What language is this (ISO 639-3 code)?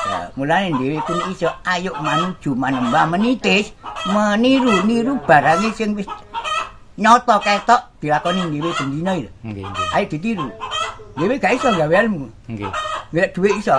jav